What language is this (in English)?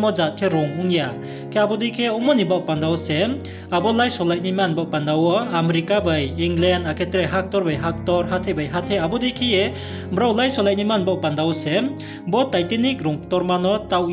Riang (India)